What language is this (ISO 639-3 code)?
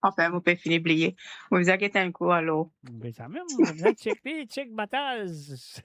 mfe